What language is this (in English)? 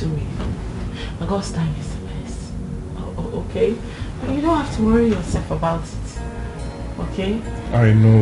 Nigerian Pidgin